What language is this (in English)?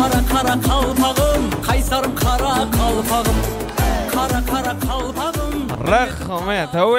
Kara-Kalpak